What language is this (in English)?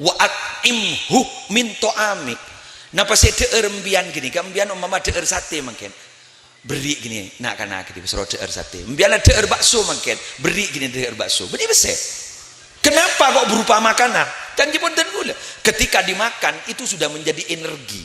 Madurese